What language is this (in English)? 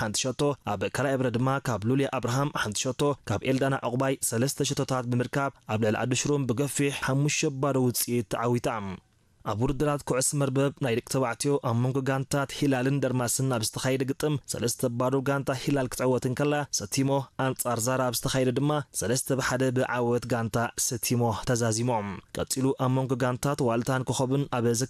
Tigrinya